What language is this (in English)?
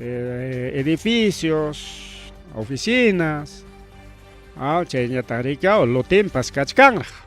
Ayacucho Quechua